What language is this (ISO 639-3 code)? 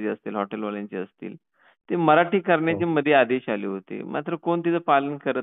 mar